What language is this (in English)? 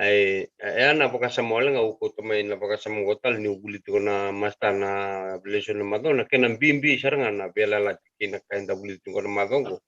Fijian